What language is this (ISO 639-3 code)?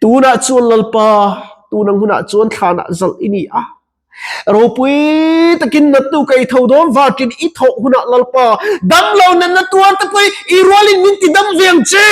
lus